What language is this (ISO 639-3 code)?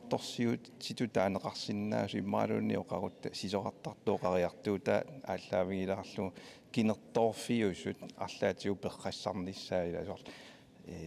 kal